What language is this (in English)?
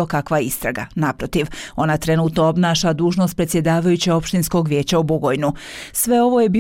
Bosnian